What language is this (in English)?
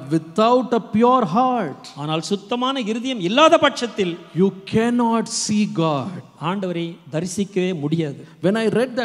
Tamil